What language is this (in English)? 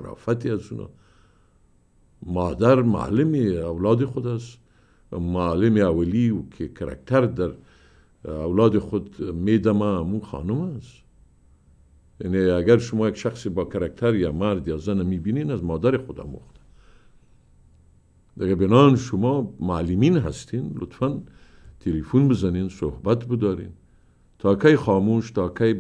Persian